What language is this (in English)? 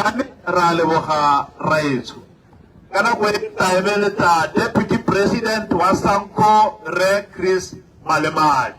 Tswana